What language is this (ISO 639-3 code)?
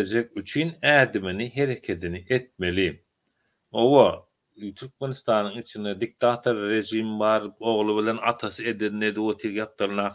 tuk